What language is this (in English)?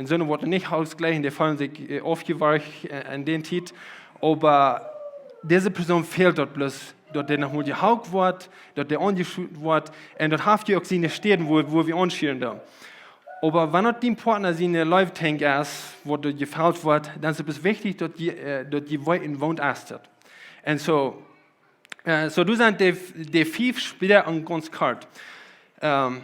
Plautdietsch